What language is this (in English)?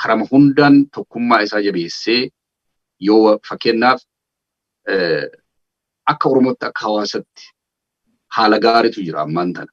Oromo